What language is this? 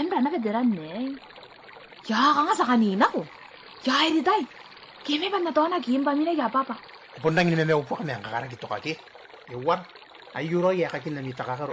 Gilbertese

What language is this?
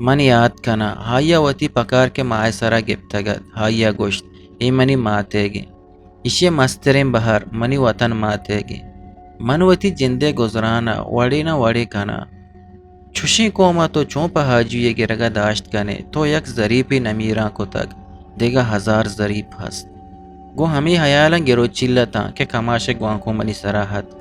Eastern Balochi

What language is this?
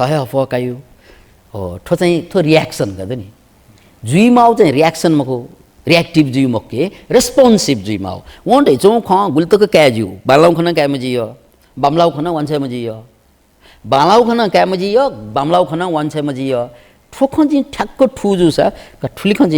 Newari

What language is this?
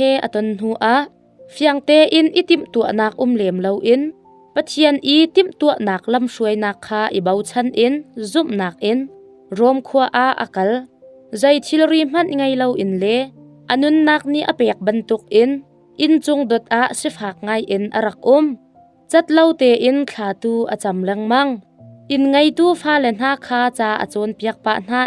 Hakha Chin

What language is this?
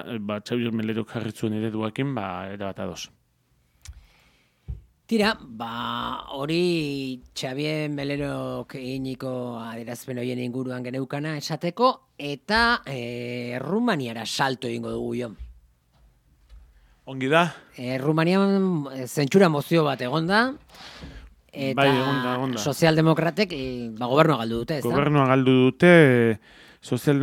Basque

